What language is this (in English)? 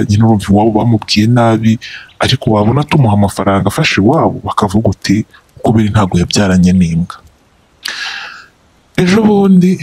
Kinyarwanda